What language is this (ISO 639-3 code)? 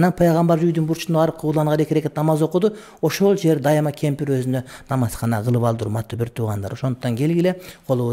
kir